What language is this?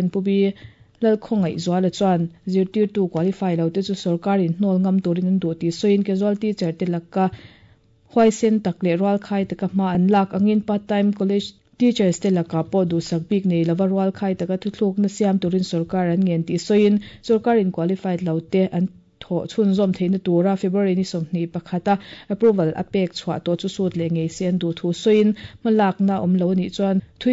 Mizo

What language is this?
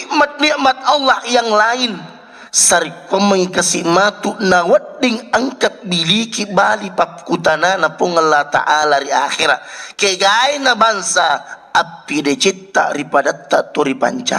Buginese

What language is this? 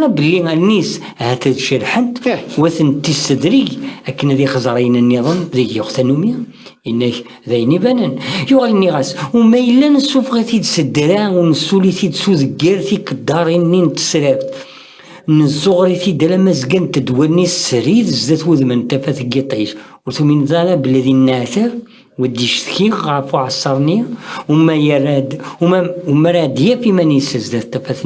Kabyle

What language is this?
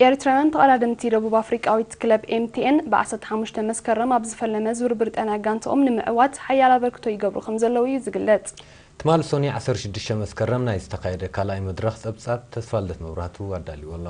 Tigrinya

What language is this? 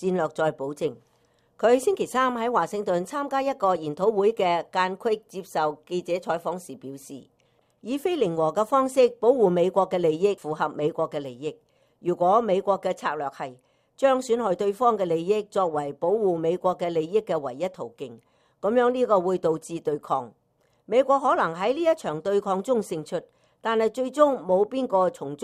Cantonese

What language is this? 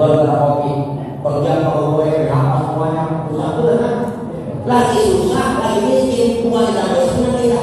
Betawi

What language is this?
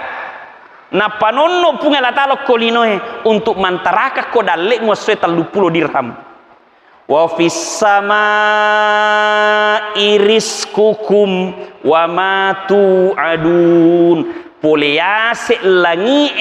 Buginese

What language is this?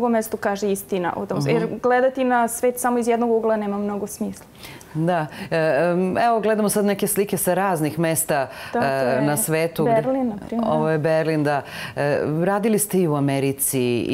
Serbian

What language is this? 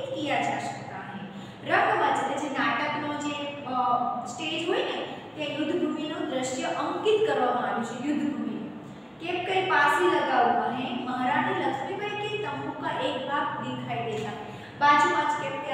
Gujarati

